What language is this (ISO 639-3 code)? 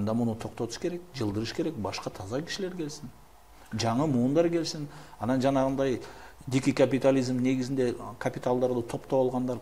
kir